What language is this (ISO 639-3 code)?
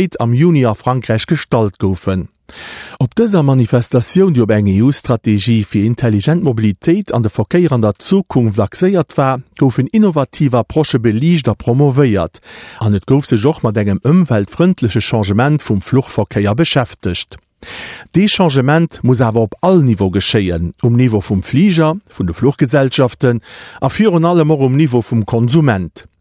ltz